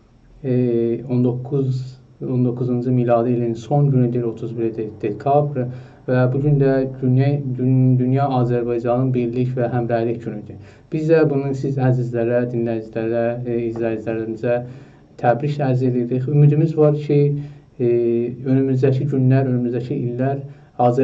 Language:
South Azerbaijani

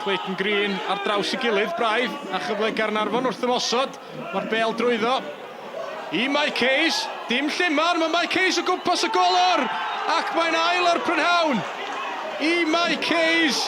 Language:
Welsh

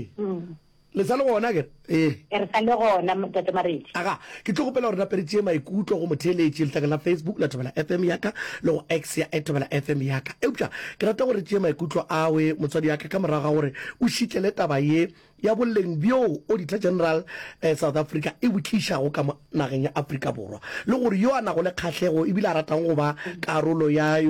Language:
Northern Sotho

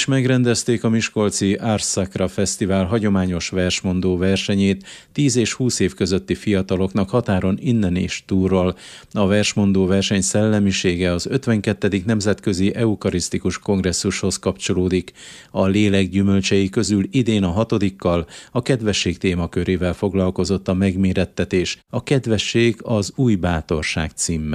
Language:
Hungarian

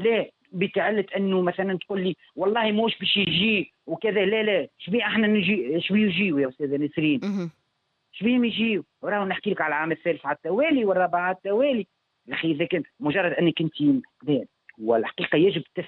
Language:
Tunisian Arabic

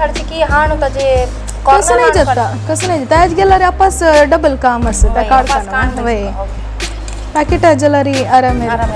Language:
Konkani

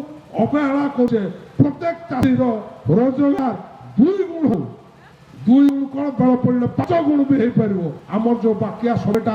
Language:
Odia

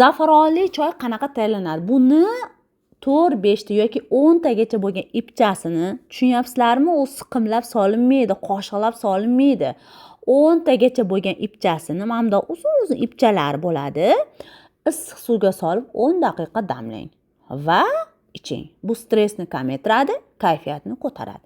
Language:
Uzbek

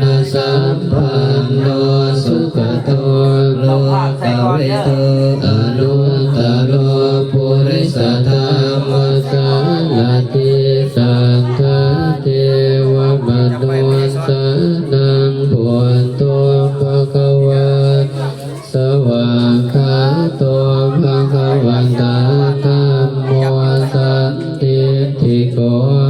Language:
Pali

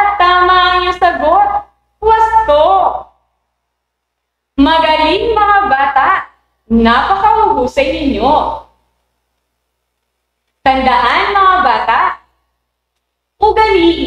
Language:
Filipino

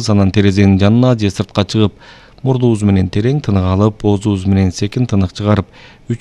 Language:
Kyrgyz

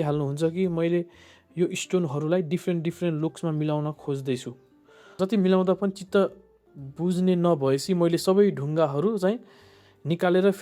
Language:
Nepali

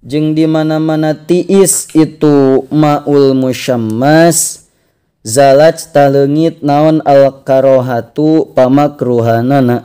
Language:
Sundanese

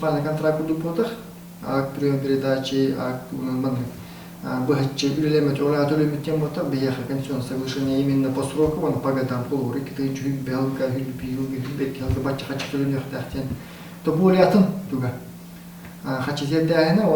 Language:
Yakut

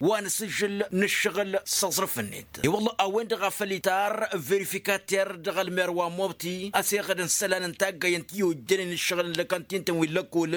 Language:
Tamasheq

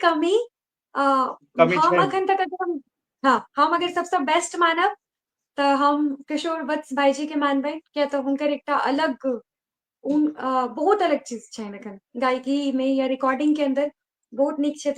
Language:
Maithili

